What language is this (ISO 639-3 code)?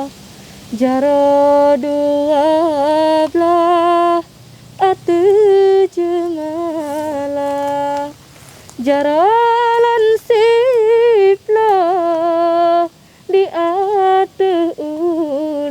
ace